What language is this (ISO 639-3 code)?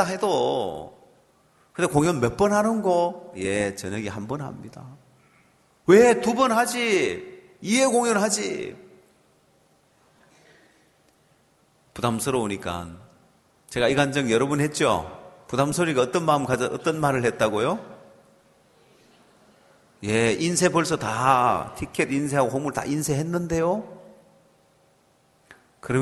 kor